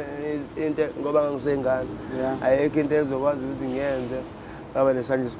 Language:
Zulu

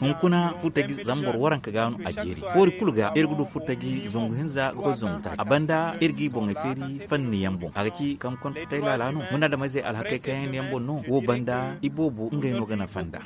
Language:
Zarma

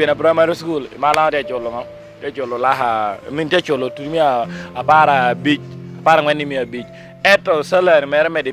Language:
Lango (Uganda)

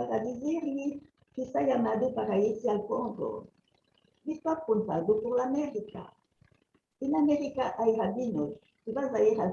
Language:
Ladino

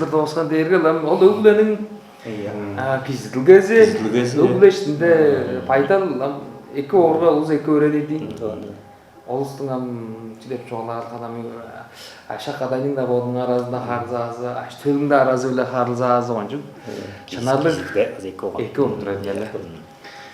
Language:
Tuvinian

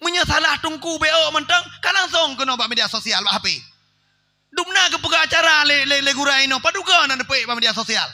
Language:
Achinese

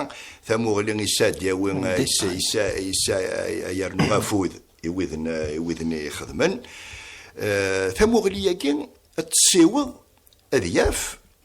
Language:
Kabyle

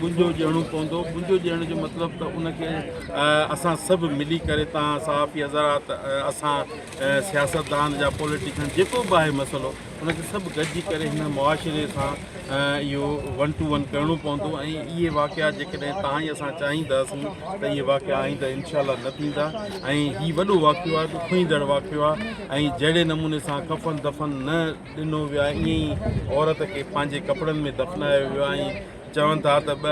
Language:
Sindhi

